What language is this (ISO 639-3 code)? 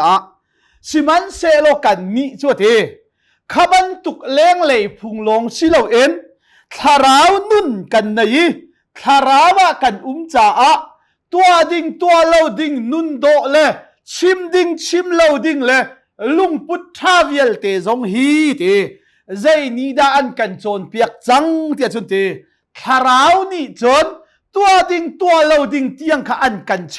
cnh